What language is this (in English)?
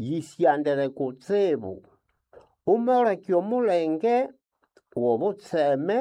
Nande